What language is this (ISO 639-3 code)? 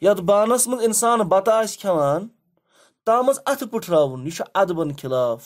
kas